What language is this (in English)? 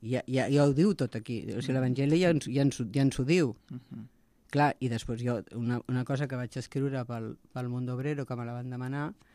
Catalan